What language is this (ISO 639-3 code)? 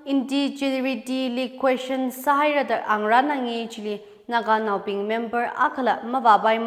nmf